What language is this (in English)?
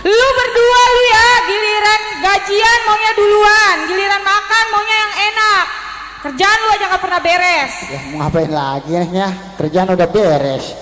Betawi